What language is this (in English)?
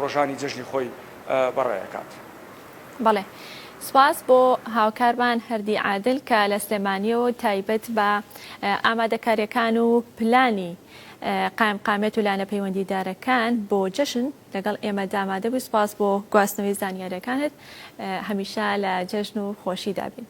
Central Kurdish